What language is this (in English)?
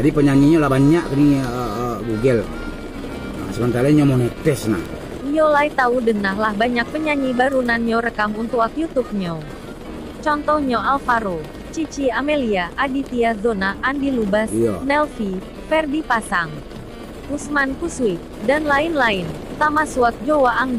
Minangkabau